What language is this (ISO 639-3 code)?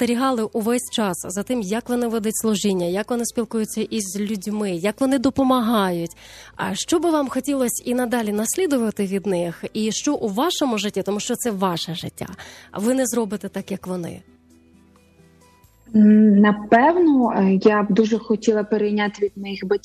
ukr